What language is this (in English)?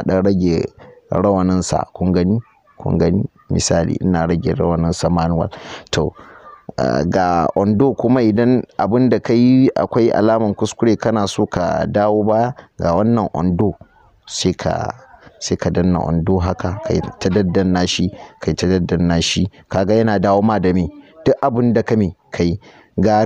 Hausa